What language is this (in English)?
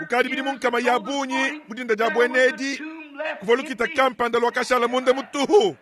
Luba-Lulua